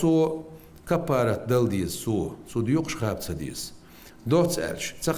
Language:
Chechen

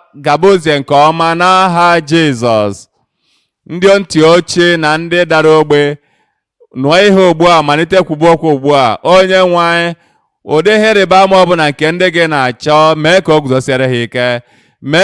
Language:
Igbo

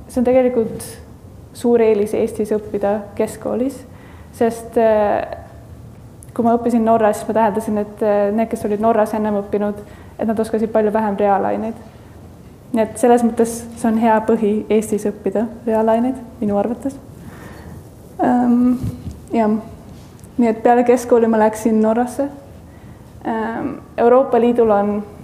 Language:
Estonian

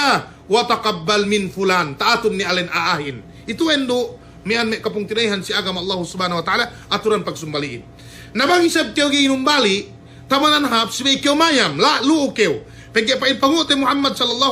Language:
Yakan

